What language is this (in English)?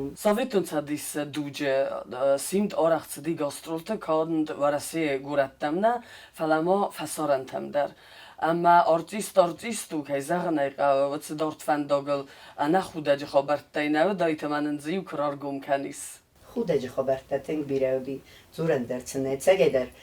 Ossetic